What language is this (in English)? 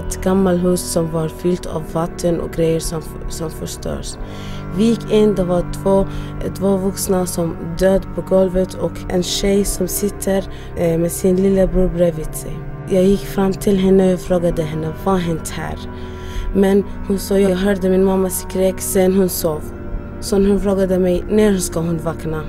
Swedish